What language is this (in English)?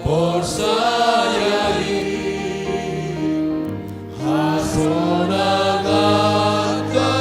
Batak Simalungun